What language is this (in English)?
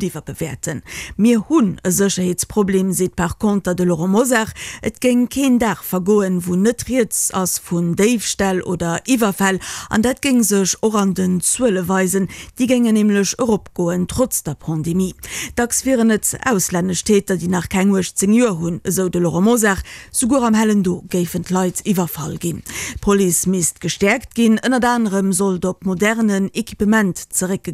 Luxembourgish